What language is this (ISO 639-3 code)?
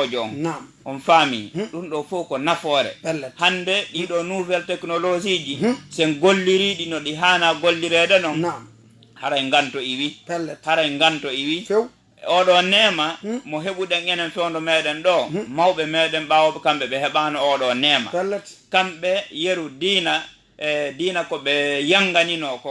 ful